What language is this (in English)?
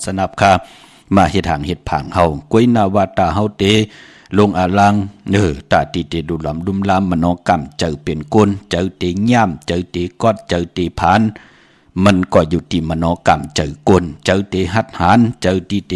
Shan